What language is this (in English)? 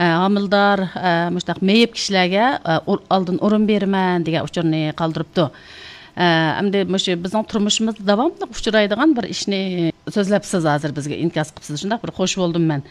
Uyghur